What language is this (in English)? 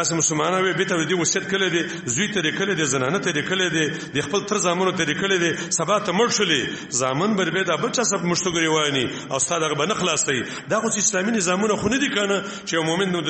Pashto